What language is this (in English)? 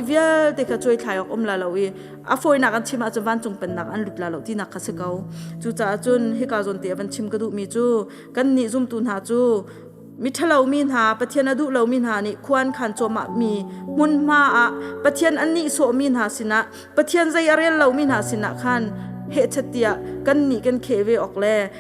Hakha Chin